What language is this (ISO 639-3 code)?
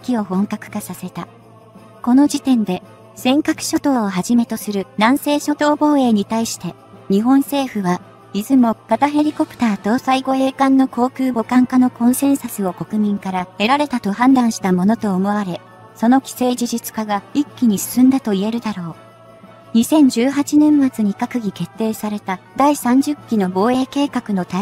jpn